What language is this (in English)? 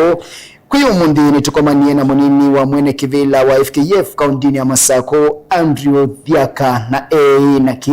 Kamba